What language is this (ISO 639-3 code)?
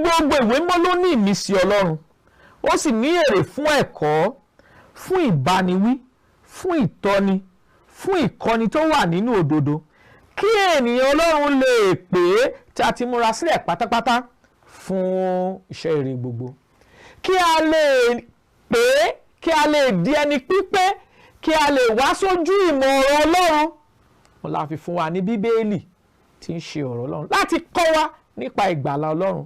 yor